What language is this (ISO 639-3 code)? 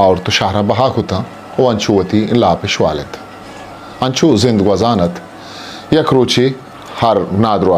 bgp